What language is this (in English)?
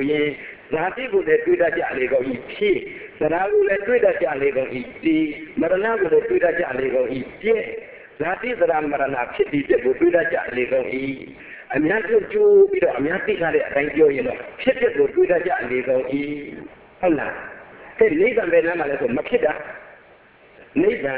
Burmese